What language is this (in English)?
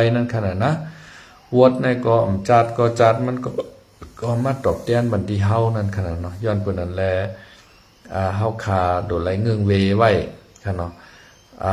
Shan